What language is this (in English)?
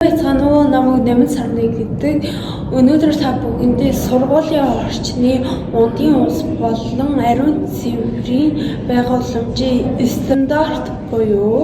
Mongolian